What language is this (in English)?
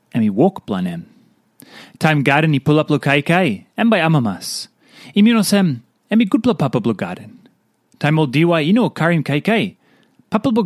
Tok Pisin